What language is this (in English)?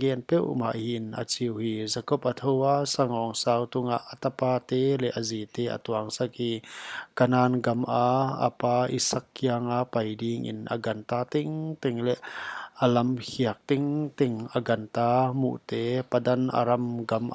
Paite Chin